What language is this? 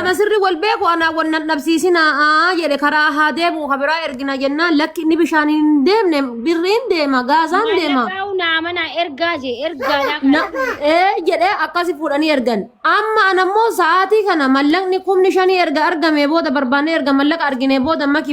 Oromo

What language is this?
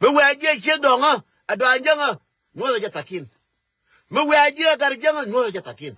Nuer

